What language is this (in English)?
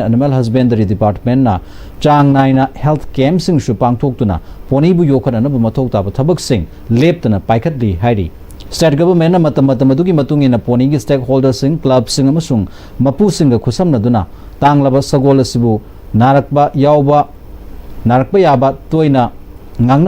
Manipuri